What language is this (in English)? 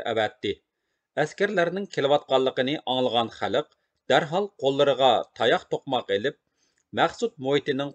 Uyghur